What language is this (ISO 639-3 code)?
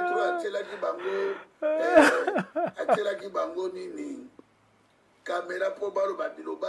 lin